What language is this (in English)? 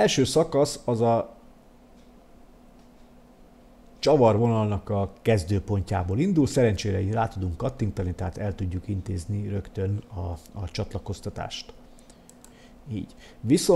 Hungarian